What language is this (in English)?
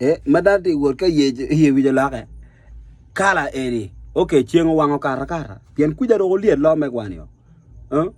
Acoli